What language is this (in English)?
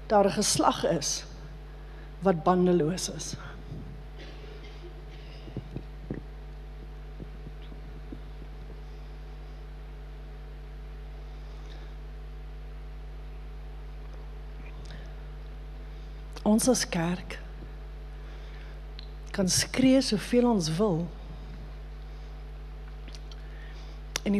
Afrikaans